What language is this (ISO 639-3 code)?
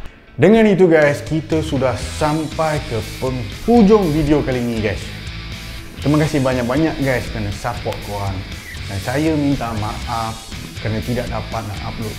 msa